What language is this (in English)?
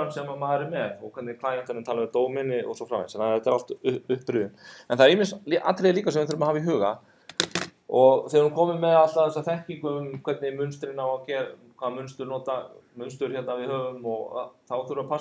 Icelandic